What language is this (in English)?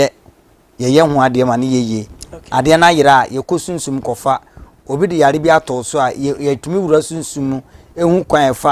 Akan